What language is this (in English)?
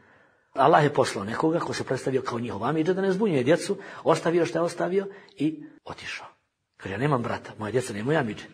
Bosnian